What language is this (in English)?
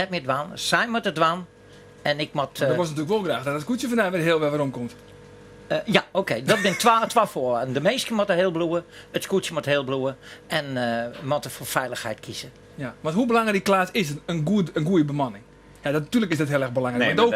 Western Frisian